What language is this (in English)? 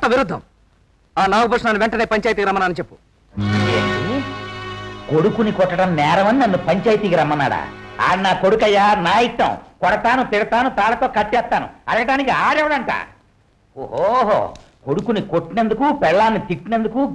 Telugu